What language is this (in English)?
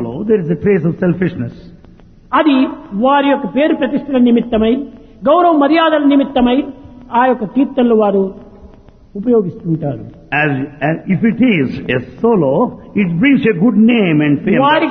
Telugu